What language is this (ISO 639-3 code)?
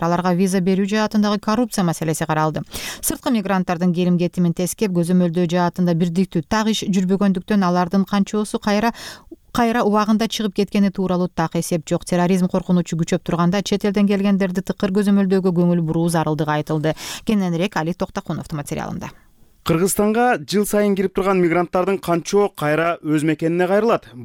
kir